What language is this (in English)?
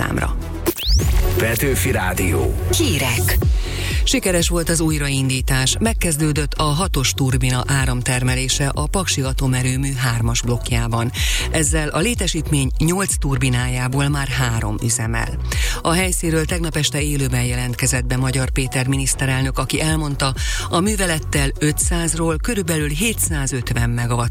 Hungarian